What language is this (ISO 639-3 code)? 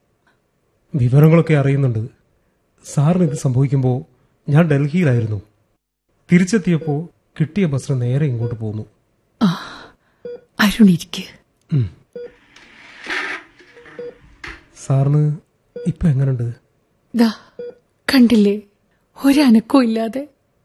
mal